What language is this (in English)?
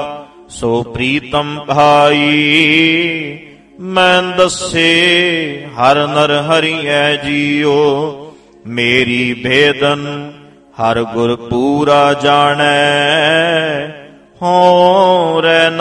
Punjabi